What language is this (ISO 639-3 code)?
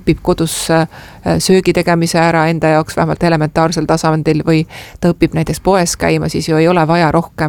est